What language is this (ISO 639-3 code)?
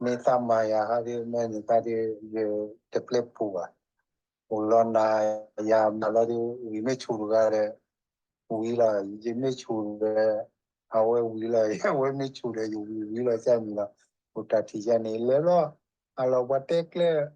ksw